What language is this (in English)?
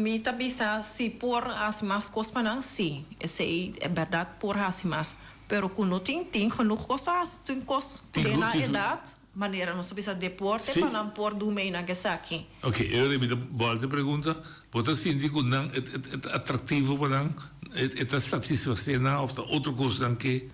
Papiamento